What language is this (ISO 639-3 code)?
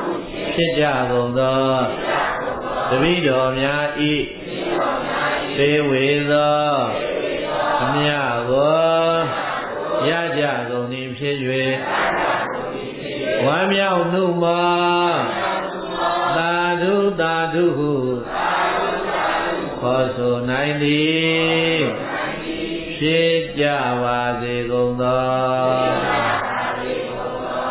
mya